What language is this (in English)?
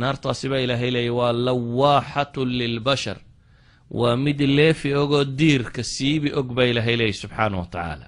Somali